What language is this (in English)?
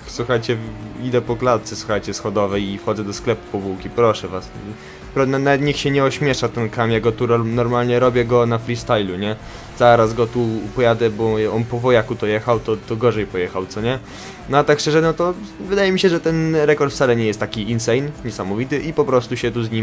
Polish